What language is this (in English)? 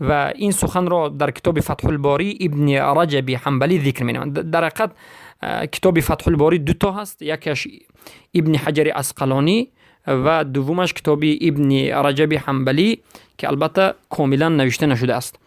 Tajik